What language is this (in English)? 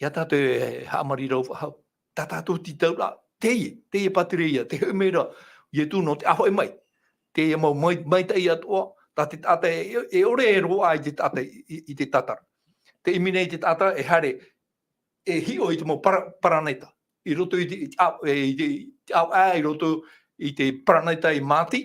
Tahitian